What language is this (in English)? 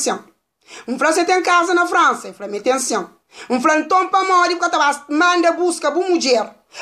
Kabuverdianu